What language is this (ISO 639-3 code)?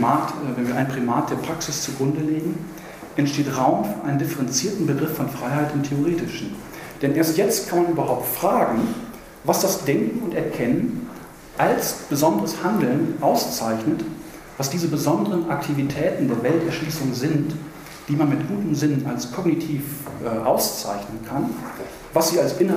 deu